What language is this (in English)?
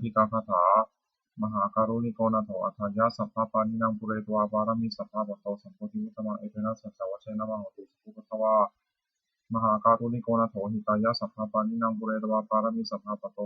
Pali